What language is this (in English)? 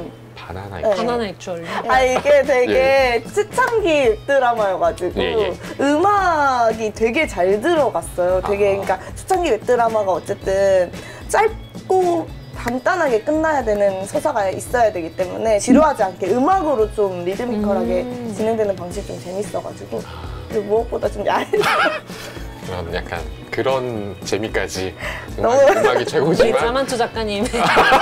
Korean